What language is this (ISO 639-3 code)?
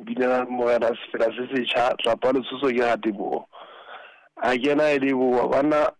sot